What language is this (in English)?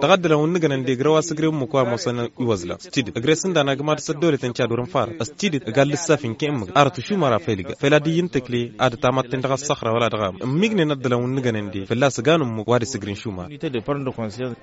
Tamasheq